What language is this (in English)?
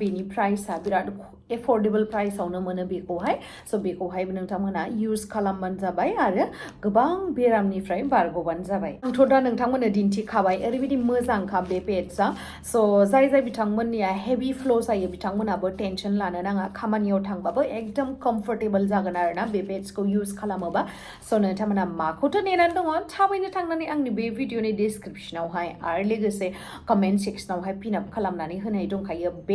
Bodo